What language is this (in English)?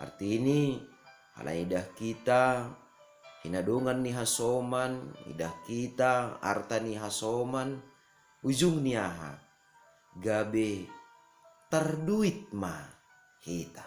Batak Simalungun